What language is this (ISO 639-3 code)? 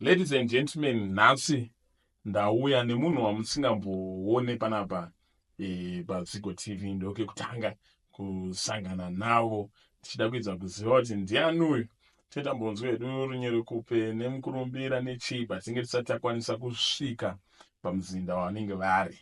sna